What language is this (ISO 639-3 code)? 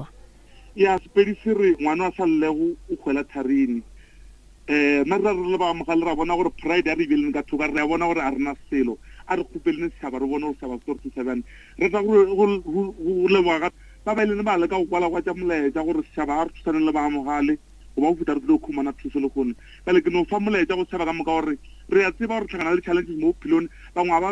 nso